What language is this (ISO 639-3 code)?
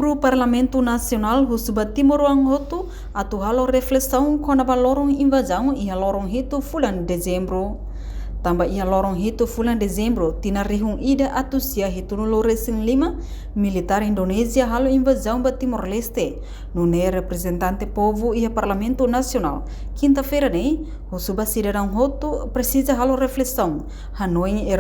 tet